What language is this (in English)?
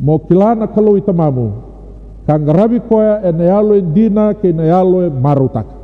Fijian